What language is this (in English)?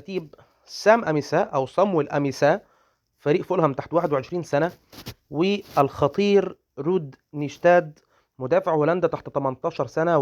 Egyptian Arabic